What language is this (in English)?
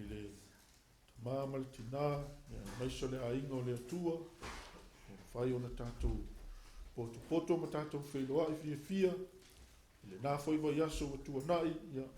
Samoan